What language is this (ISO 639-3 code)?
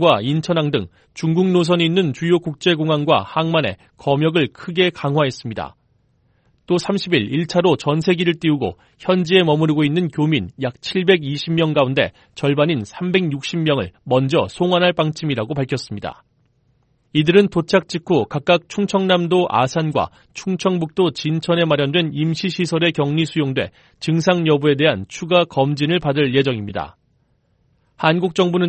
kor